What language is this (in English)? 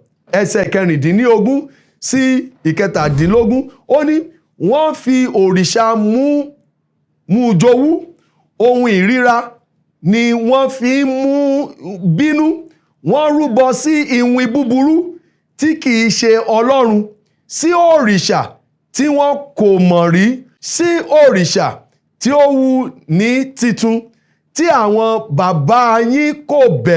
Yoruba